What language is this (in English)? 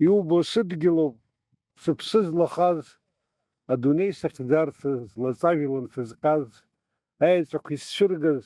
Abkhazian